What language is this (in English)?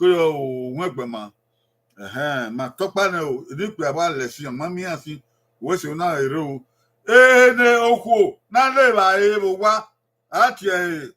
Bini